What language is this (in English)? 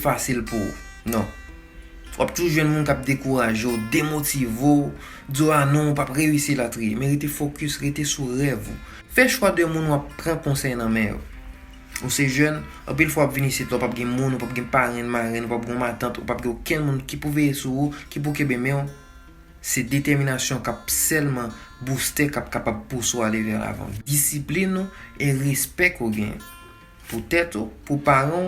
Haitian Creole